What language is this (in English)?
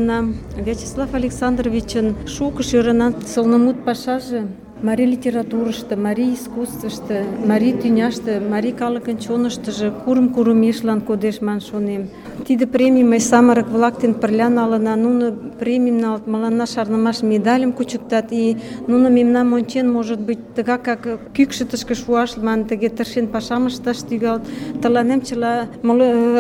Mari